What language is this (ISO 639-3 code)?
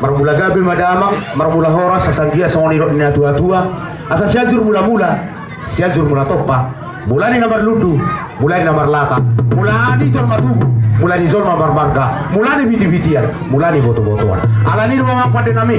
bbc